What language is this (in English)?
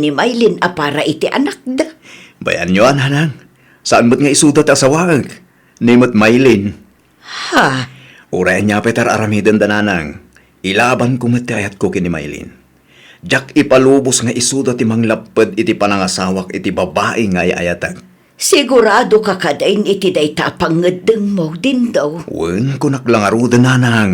Iloko